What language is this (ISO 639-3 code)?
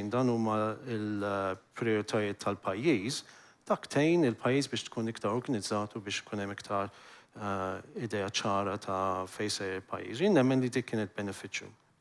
mlt